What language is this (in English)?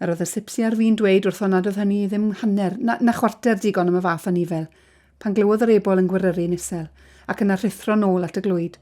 Welsh